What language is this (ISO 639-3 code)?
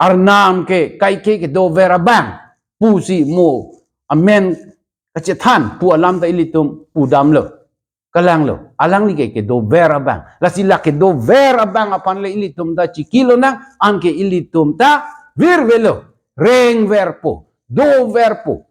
mjw